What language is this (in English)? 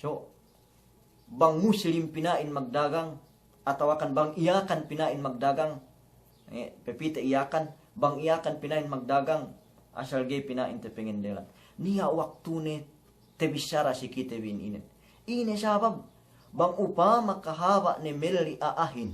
Yakan